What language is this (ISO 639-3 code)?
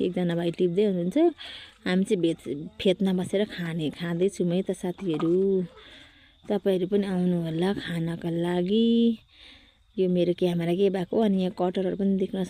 nep